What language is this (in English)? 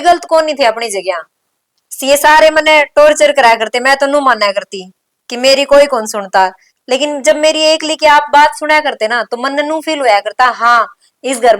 Haryanvi